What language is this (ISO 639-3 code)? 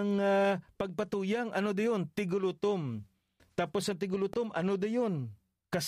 hil